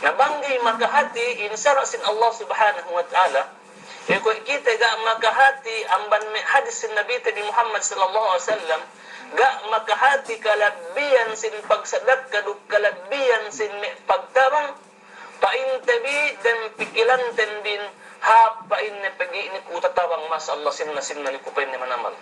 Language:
Yakan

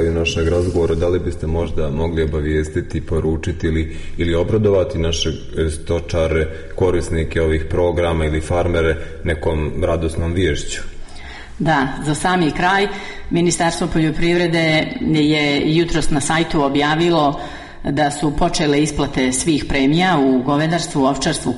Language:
Serbian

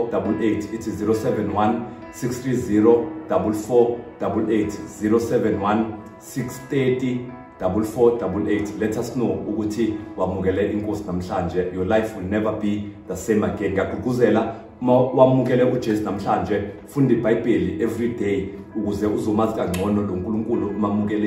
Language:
Zulu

